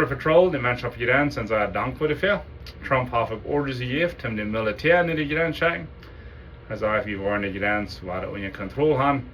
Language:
Plautdietsch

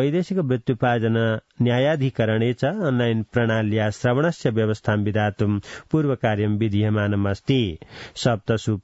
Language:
Sanskrit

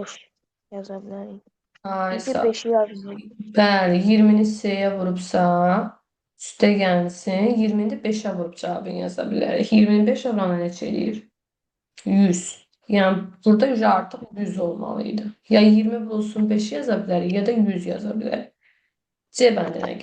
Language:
Azerbaijani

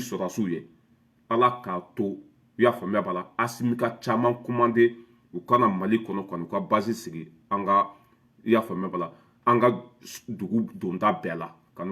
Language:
Bambara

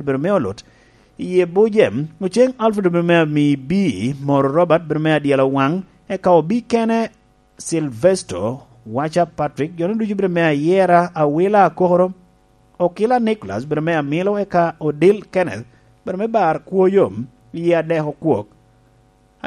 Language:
Lango (Uganda)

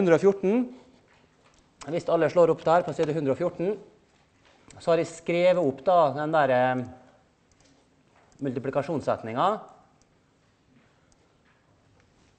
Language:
Norwegian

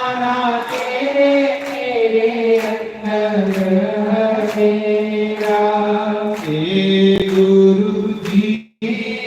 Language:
Dogri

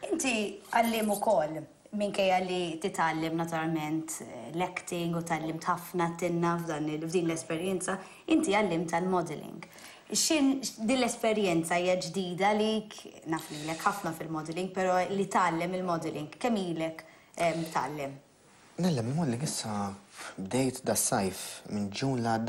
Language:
Maltese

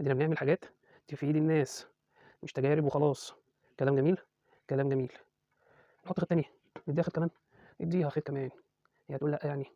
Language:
Egyptian Arabic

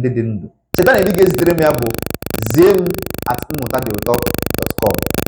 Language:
Igbo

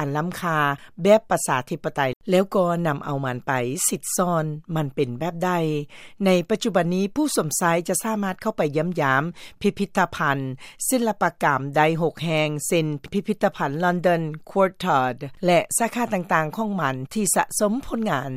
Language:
Lao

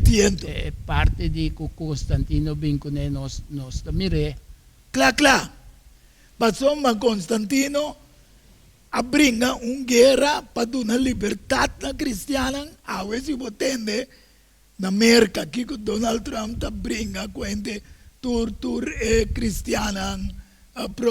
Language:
Papiamento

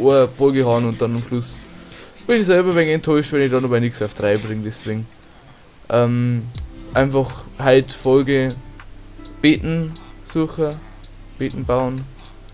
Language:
Bavarian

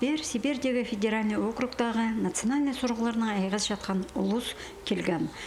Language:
Khakas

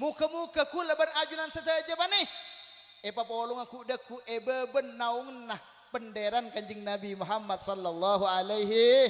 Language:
Madurese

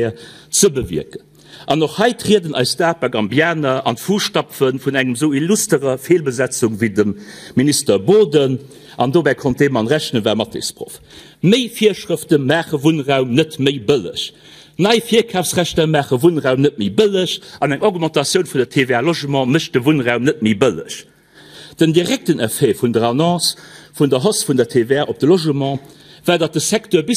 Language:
Luxembourgish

